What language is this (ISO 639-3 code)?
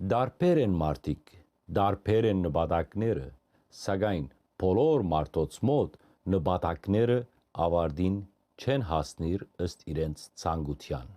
hyw